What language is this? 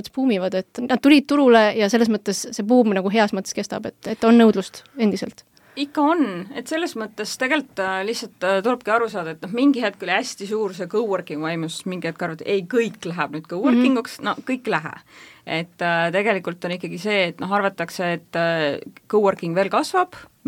Estonian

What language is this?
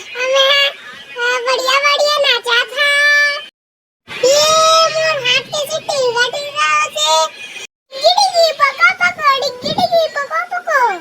Chhattisgarhi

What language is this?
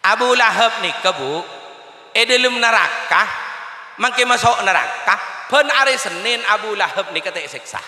Madurese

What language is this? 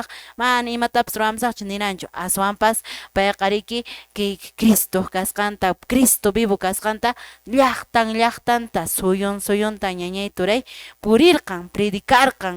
Quechua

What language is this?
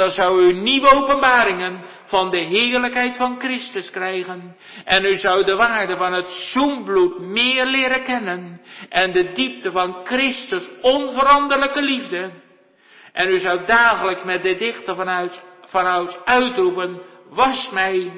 Dutch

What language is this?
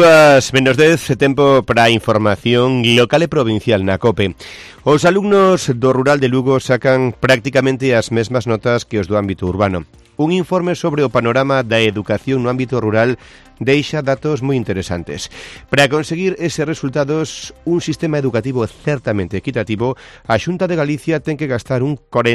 Galician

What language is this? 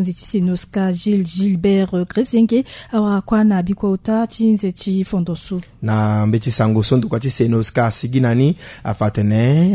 Sango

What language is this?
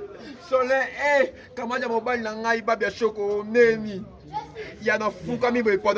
Lingala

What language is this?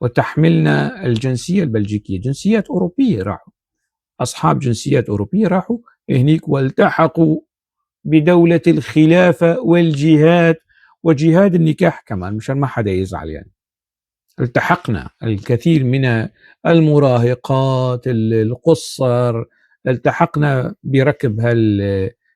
North Levantine Arabic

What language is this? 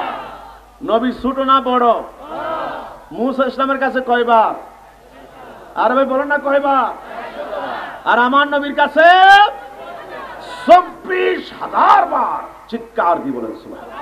Bangla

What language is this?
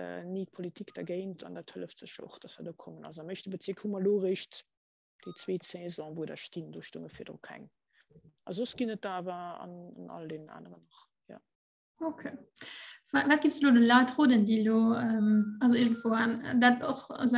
Luxembourgish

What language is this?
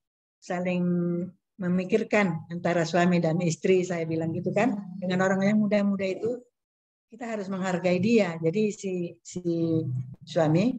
Indonesian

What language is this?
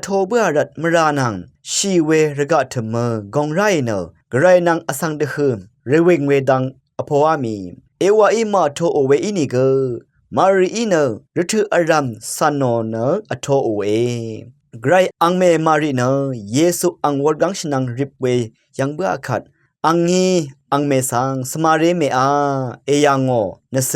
Rawang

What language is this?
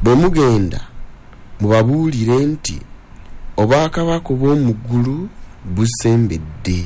Ganda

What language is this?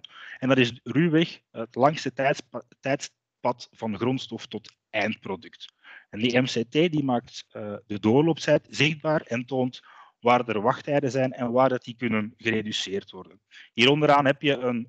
Dutch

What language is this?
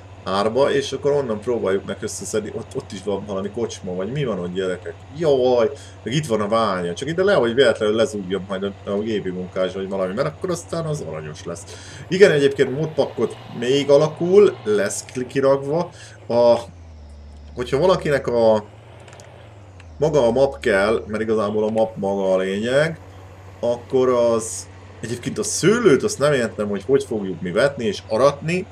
Hungarian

